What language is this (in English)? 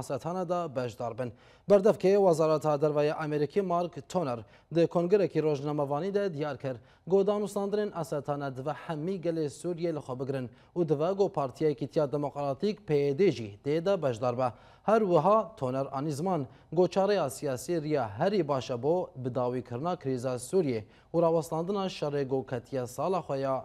Kurdish